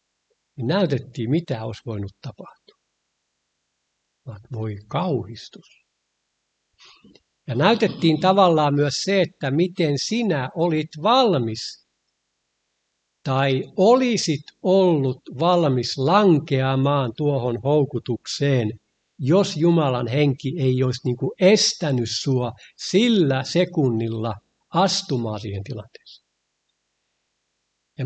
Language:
Finnish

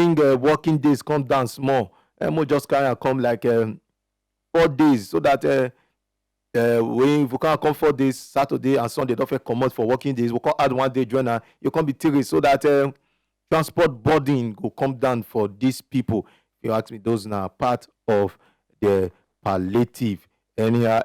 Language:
Nigerian Pidgin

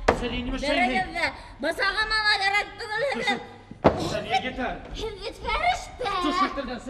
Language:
Bashkir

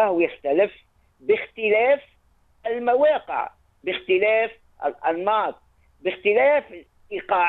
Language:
Tunisian Arabic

